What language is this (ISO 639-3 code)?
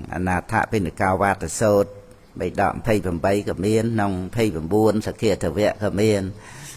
khm